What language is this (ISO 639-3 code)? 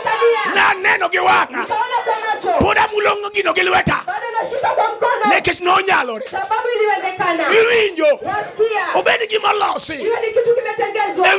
luo